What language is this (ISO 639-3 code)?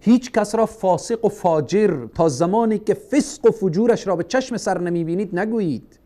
fas